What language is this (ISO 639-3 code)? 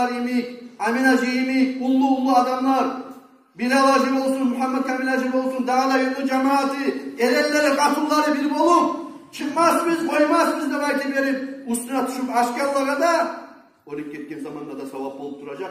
kum